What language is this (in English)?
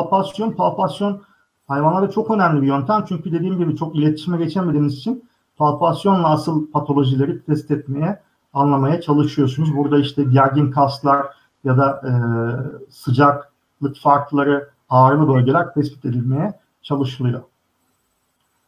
Turkish